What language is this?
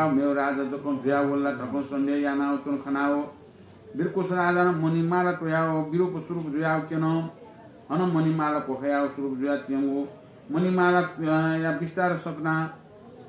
Newari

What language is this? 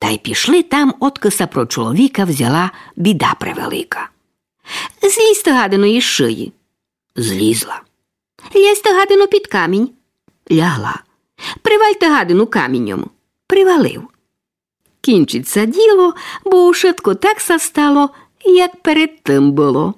Rusyn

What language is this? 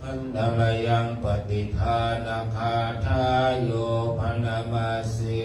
Pali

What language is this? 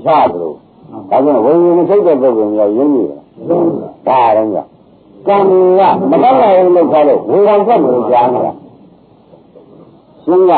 Burmese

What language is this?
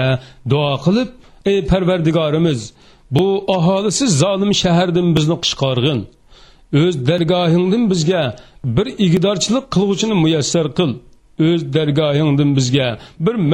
Uyghur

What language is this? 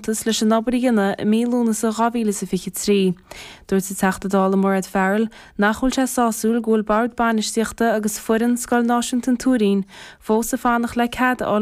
Irish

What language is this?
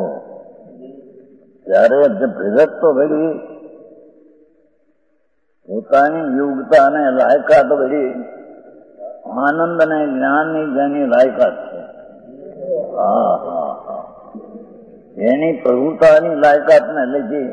Gujarati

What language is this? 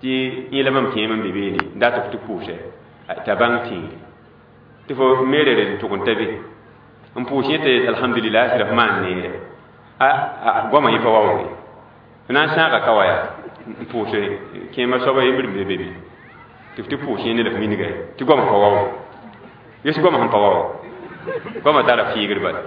Mossi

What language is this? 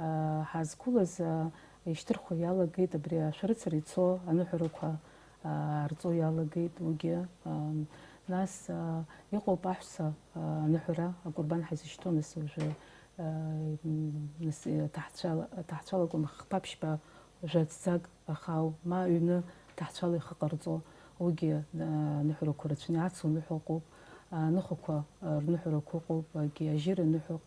Abkhazian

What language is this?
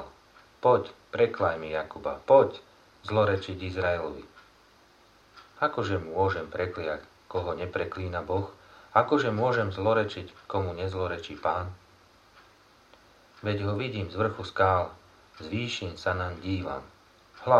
Slovak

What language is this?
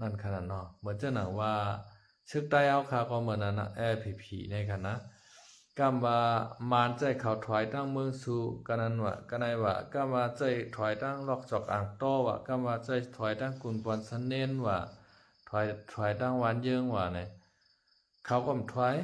Shan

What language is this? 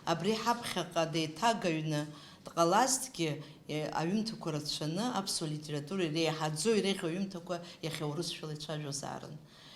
Abkhazian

